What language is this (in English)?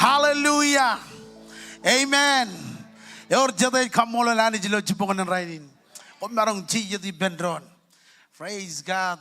Marshallese